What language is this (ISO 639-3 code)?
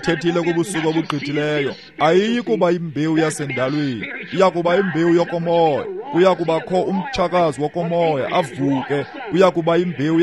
xho